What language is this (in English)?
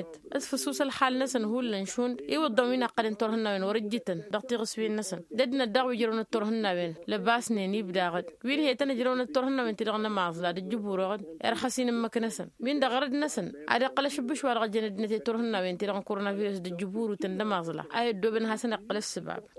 Tamasheq